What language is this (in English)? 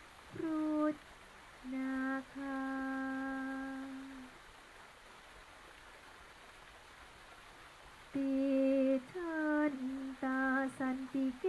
Thai